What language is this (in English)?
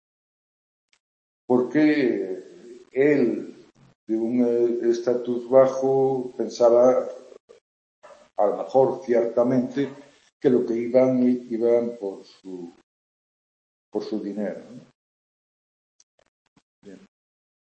Spanish